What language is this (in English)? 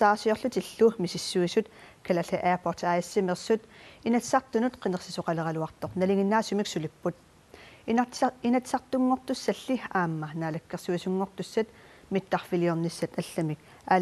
Kalaallisut